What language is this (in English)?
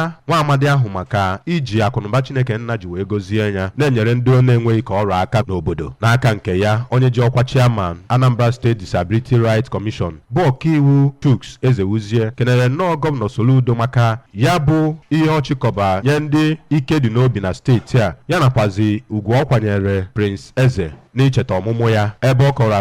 Igbo